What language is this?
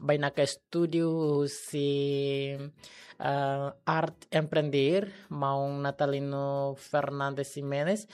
Tetum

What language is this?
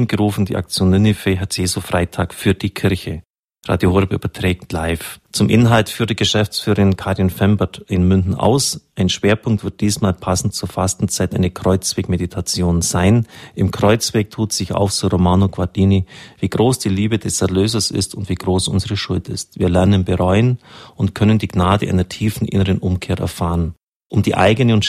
German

